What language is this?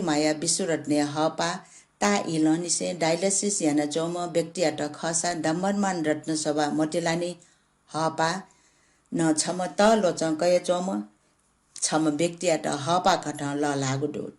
Newari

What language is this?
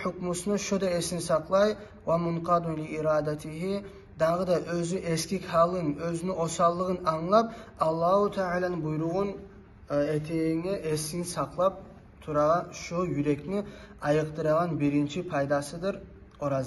Kumyk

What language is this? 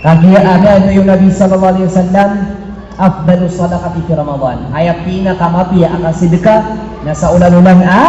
Maranao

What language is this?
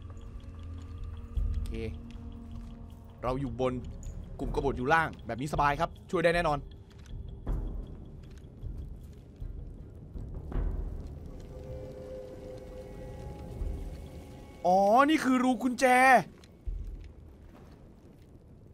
Thai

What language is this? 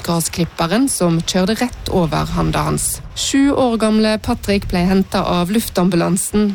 Norwegian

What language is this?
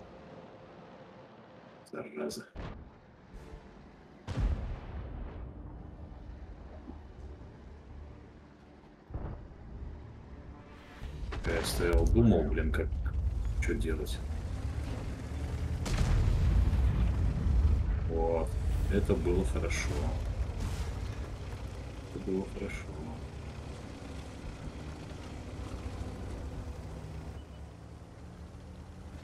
Russian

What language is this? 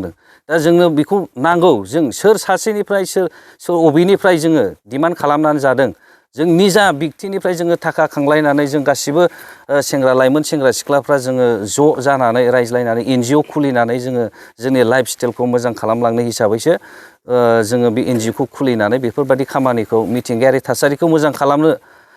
Bodo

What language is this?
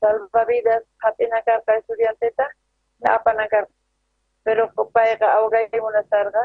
South Bolivian Quechua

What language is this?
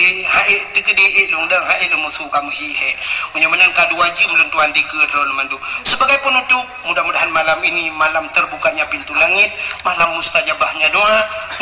Achinese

